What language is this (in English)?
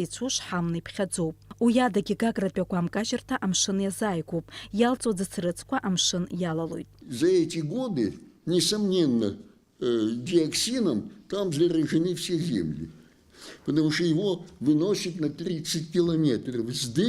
Abkhazian